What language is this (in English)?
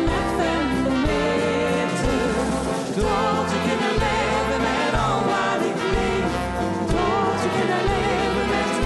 Limburgish